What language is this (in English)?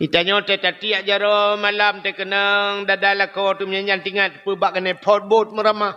Achinese